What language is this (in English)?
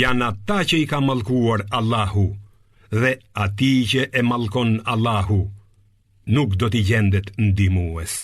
Albanian